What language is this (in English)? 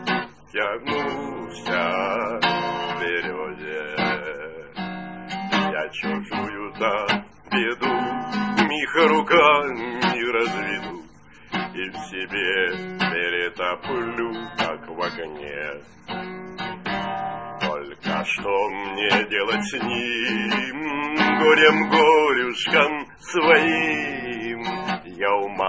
Russian